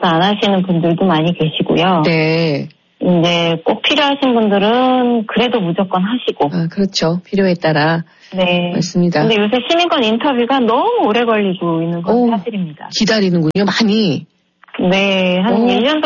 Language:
Korean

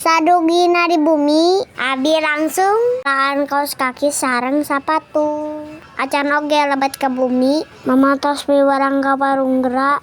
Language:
Sundanese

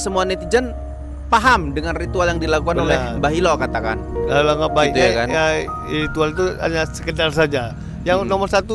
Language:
Indonesian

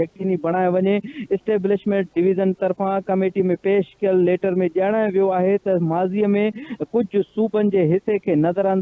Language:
Sindhi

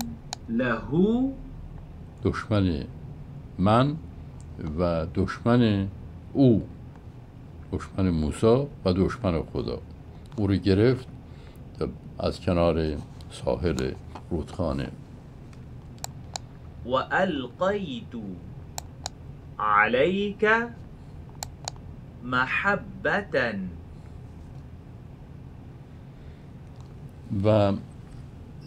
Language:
Persian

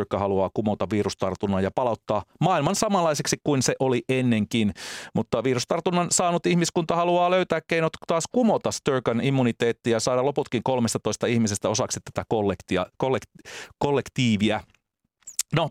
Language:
Finnish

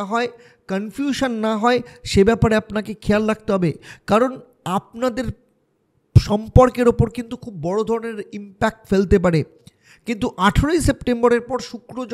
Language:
Bangla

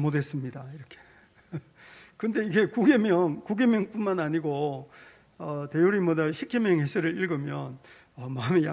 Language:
Korean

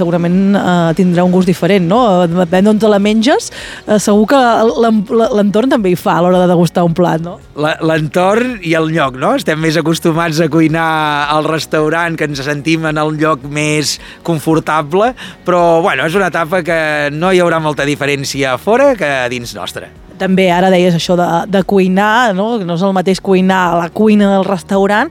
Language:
Catalan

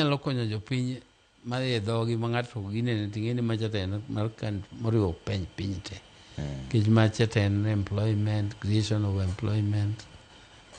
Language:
Luo (Kenya and Tanzania)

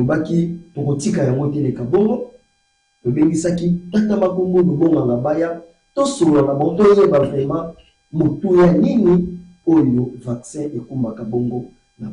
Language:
Lingala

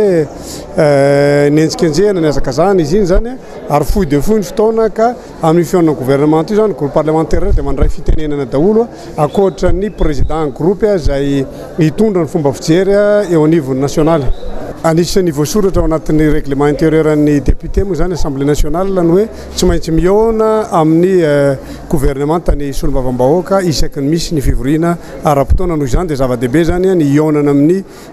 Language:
Malagasy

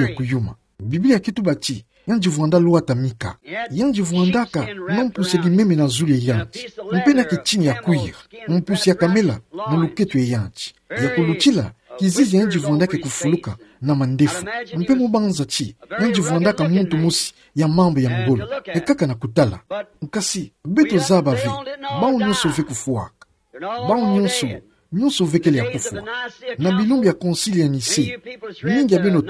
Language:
Kituba (Democratic Republic of Congo)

